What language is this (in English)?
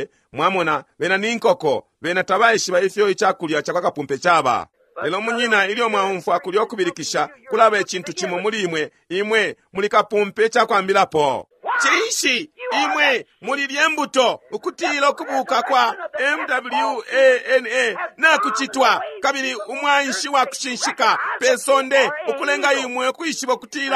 Bemba